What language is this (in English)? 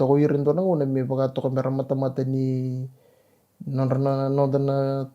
Fijian